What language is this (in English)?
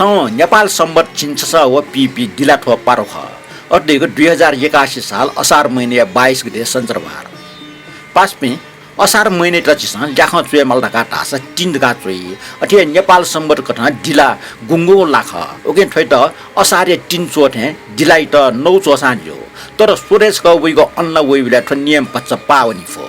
Newari